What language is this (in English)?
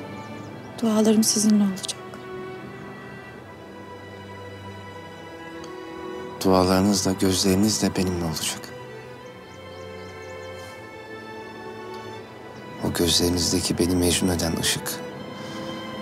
Turkish